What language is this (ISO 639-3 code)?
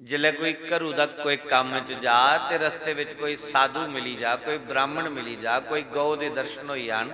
doi